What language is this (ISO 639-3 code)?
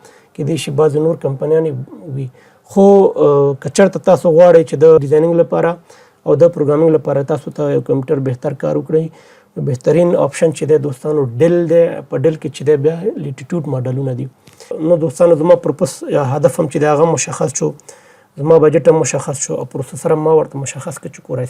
pus